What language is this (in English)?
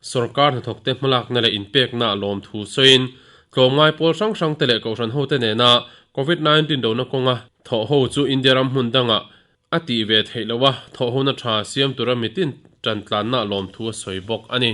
Mizo